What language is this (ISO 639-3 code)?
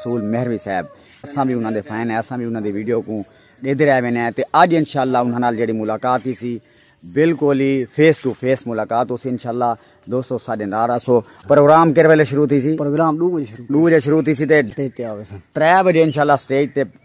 skr